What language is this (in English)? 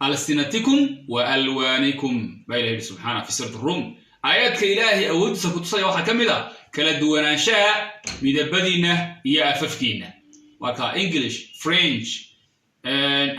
Somali